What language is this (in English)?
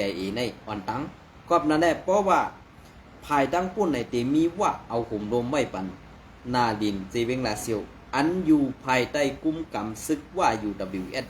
Shan